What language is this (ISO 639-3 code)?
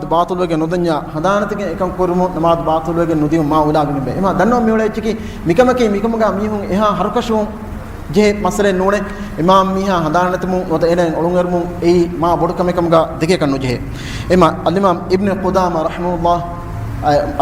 div